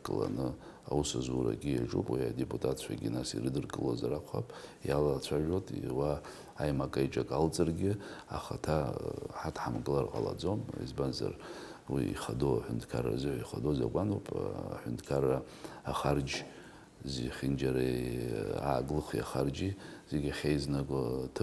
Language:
Abkhazian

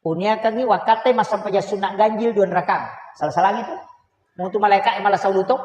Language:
Buginese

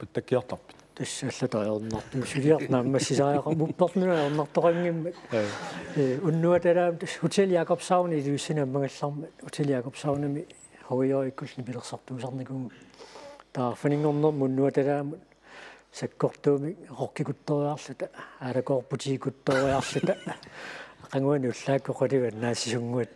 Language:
Kalaallisut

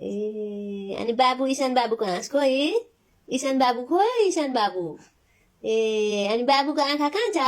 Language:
Nepali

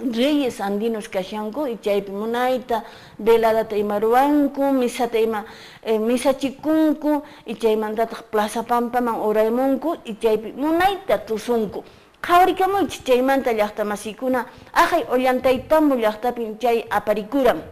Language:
Quechua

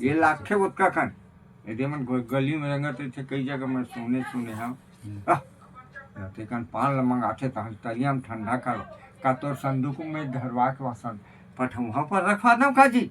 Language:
Chhattisgarhi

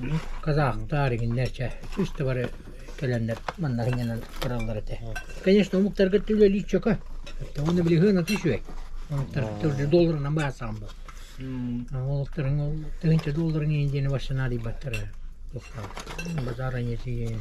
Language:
Yakut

